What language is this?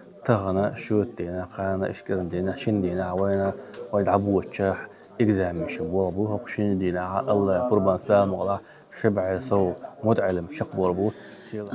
Chechen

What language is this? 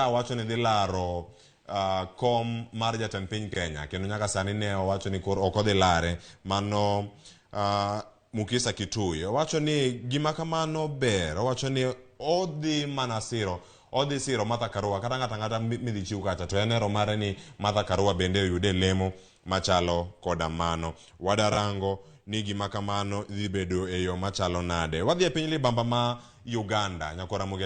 Luo (Kenya and Tanzania)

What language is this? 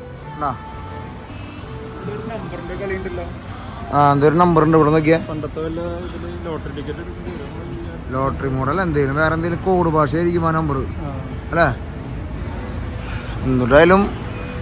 Malayalam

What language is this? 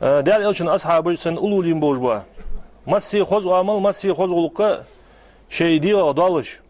Ingush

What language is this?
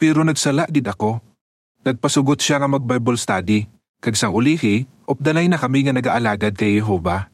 Hiligaynon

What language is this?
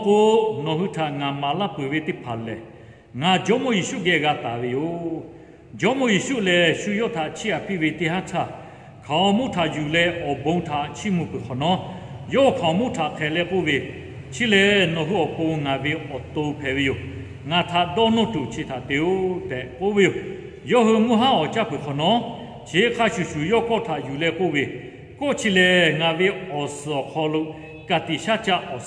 Lahu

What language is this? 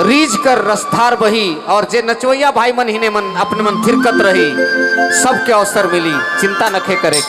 Sadri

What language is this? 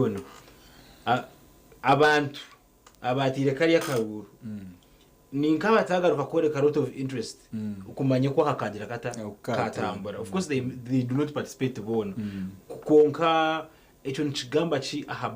Nyankole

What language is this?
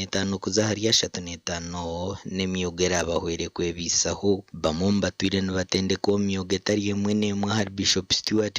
Nyankole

